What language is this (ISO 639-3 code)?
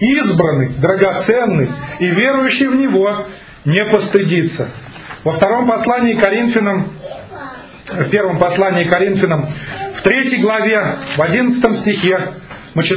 rus